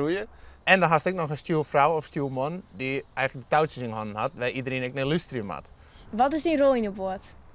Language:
Western Frisian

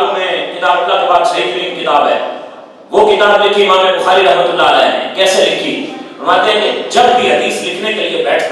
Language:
Urdu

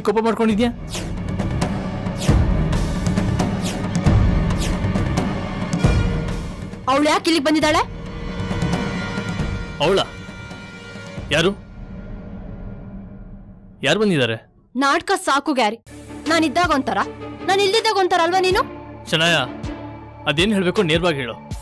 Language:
Kannada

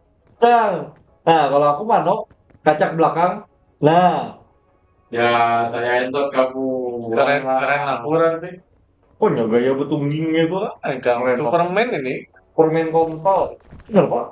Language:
Banjar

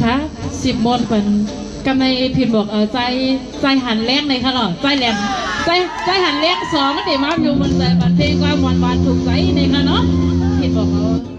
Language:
Shan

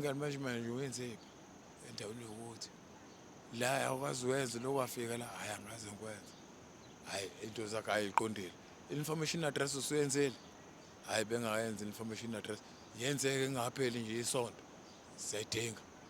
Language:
Zulu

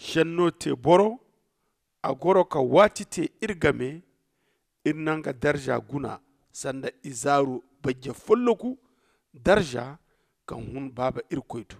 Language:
Zarma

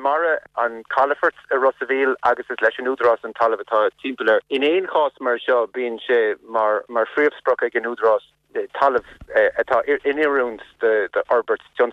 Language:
Irish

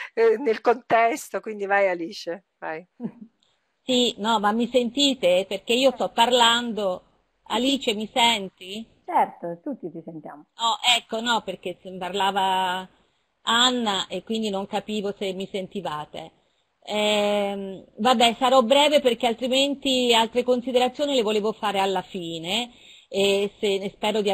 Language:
Italian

